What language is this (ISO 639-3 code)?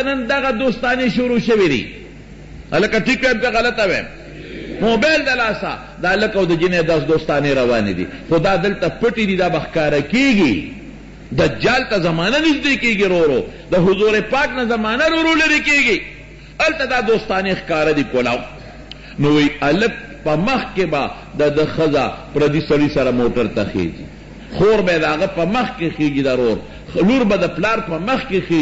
pus